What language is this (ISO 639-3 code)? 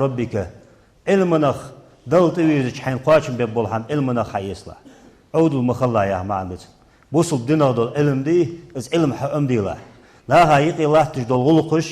inh